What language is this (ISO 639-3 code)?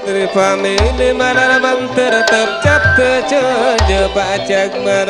mad